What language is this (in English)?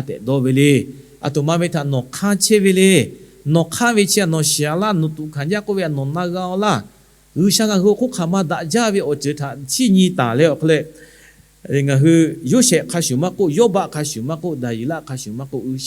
Lahu